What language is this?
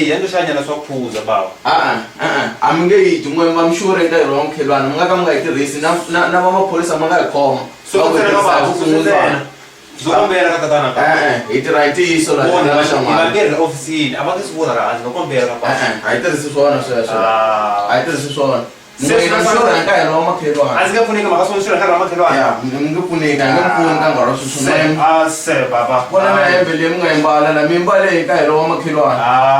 Tsonga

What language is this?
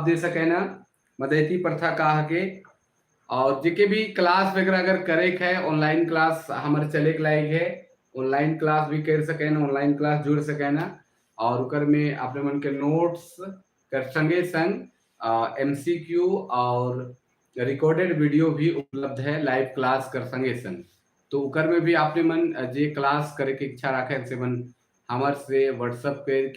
Sadri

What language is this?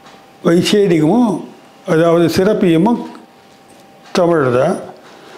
Tamil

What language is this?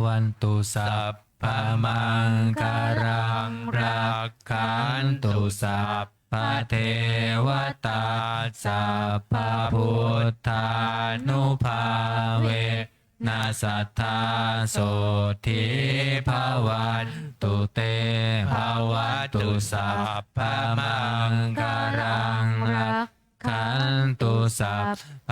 Pali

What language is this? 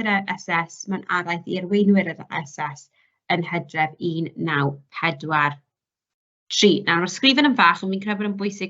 Welsh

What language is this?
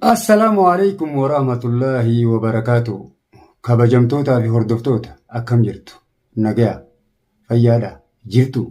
Oromo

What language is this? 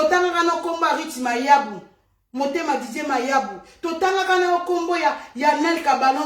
Lingala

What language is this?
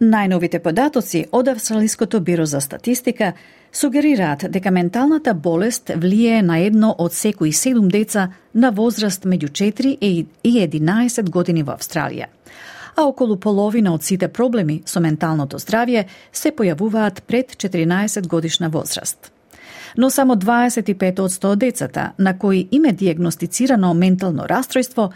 Macedonian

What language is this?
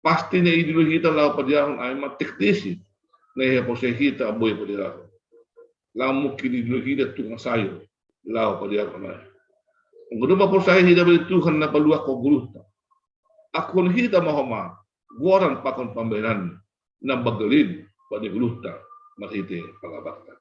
Batak Simalungun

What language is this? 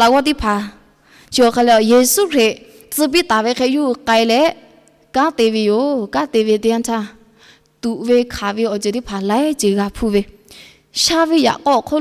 Lahu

